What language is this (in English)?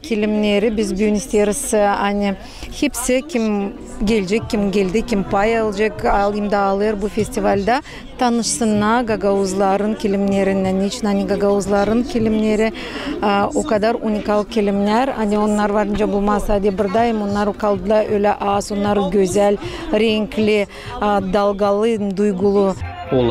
Gagauz